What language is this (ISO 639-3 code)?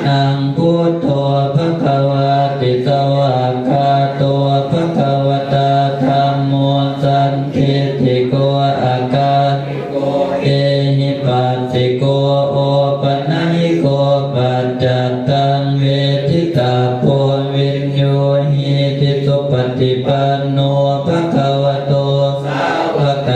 pli